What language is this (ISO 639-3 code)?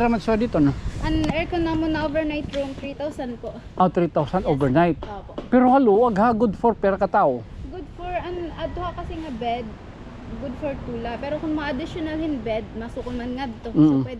war